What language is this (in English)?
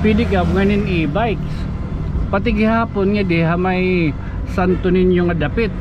Waray